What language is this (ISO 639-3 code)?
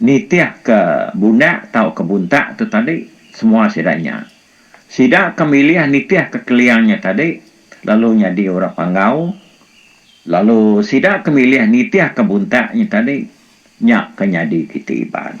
iba